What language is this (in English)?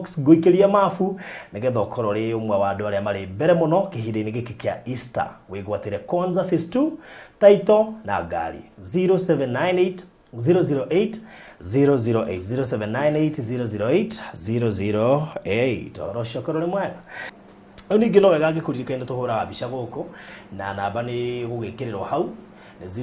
Kikuyu